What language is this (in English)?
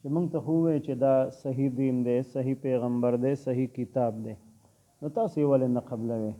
Pashto